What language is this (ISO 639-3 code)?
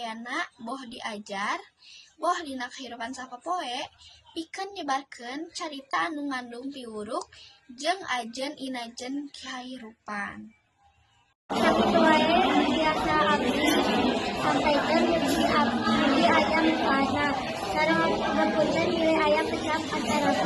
sun